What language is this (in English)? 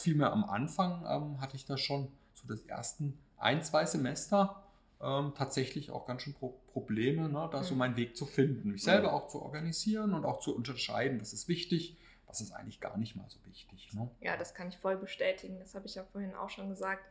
German